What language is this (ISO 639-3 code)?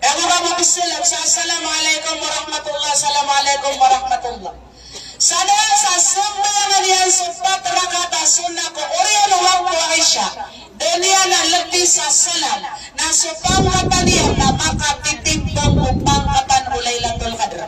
mrw